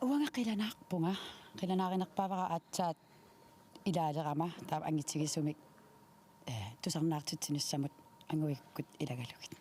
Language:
Kalaallisut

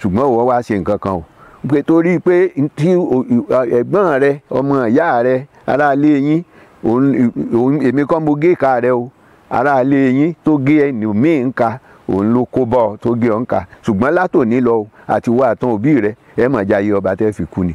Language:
Yoruba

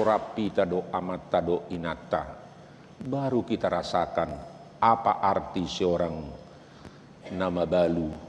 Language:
Batak Toba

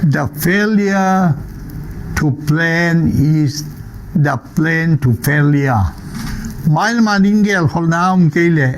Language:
Tedim Chin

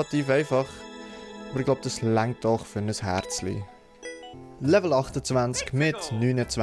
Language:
Swiss German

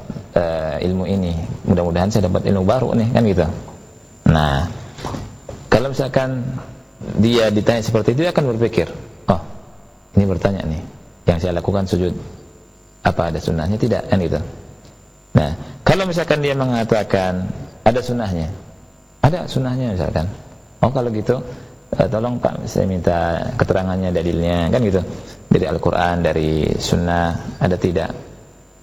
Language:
Indonesian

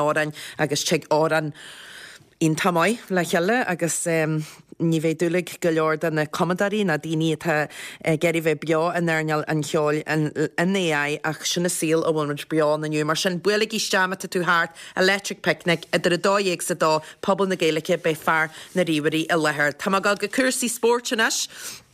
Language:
Irish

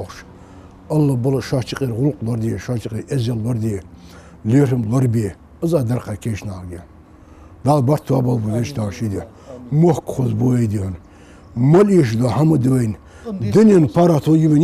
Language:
Ingush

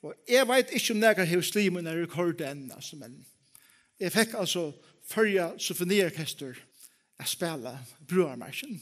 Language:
Faroese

